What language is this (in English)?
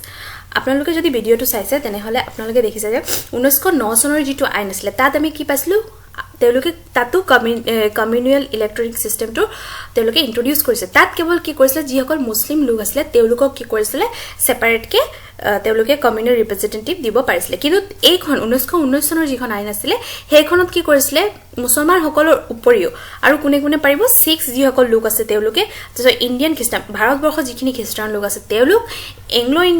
Assamese